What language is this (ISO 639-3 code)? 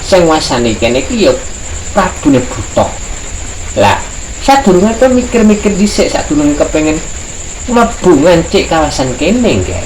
jav